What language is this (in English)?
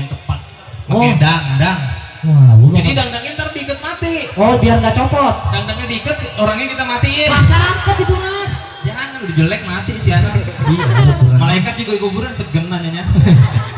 Betawi